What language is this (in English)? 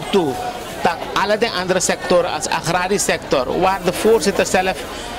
Sranan Tongo